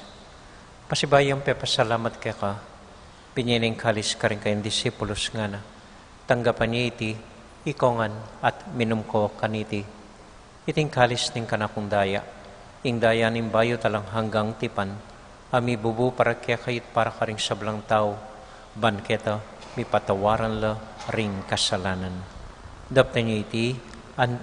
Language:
Pampanga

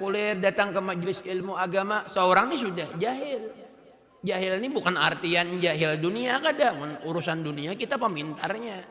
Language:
Banjar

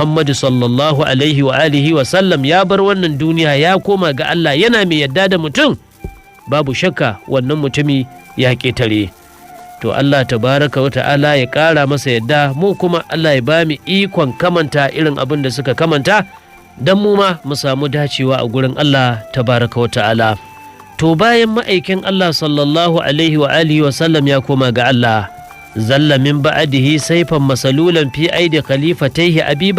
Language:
Hausa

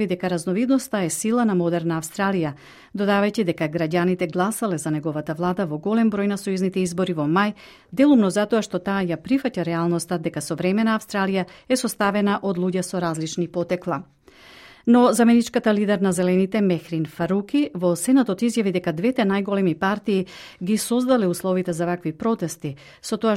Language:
Macedonian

